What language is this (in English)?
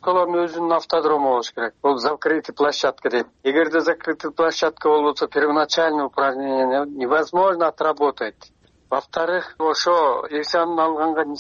Kyrgyz